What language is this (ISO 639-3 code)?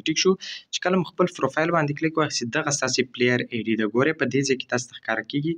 pus